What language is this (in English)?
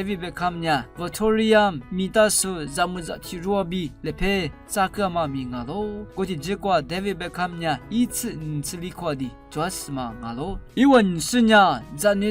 Lisu